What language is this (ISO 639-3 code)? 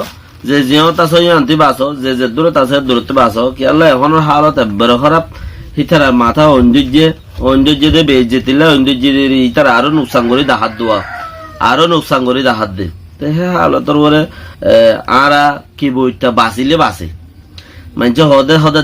rhg